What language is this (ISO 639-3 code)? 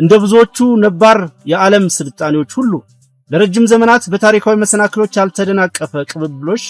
amh